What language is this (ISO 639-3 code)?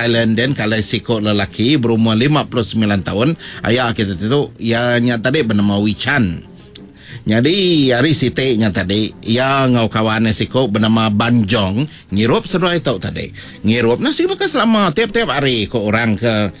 iba